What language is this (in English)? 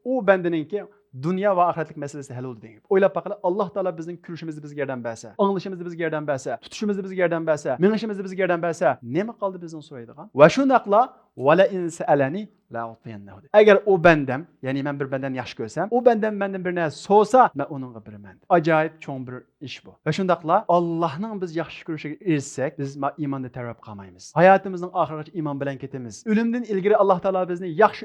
Uyghur